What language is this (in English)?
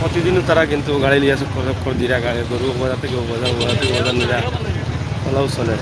Sylheti